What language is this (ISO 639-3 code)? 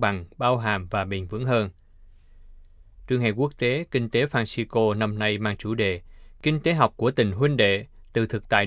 vie